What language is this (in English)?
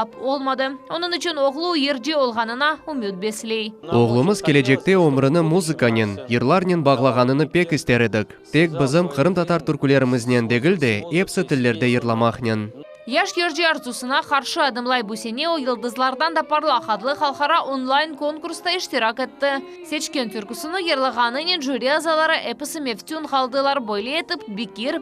Crimean Tatar